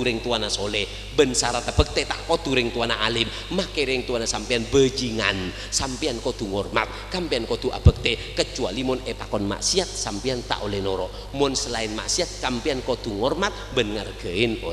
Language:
Madurese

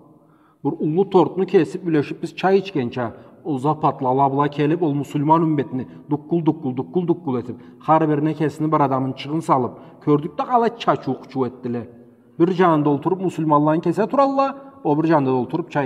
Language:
Karachay-Balkar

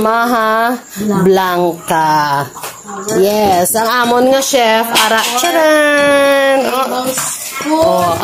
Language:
Hiligaynon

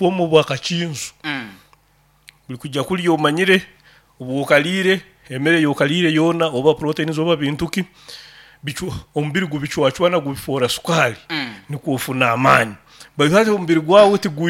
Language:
Nyoro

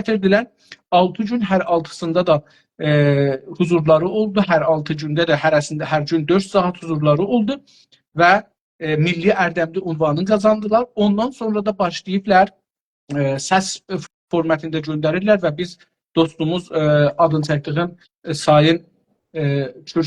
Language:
South Azerbaijani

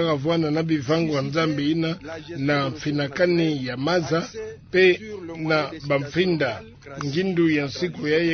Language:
Kituba (Democratic Republic of Congo)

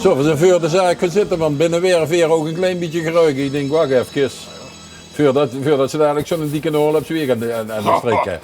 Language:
Limburgish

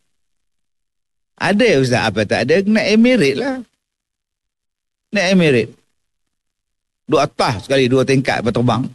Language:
Malay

